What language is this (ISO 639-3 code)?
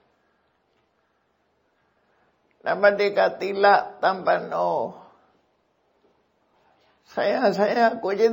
mya